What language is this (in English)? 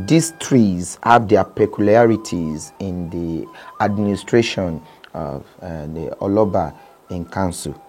Yoruba